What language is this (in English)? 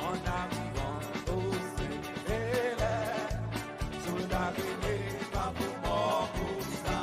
Seselwa Creole French